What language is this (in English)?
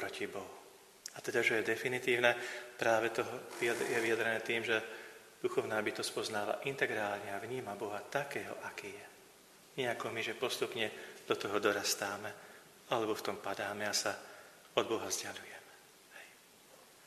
Slovak